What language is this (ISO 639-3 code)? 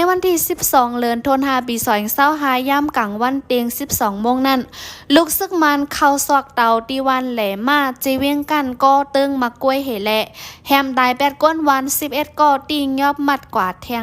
shn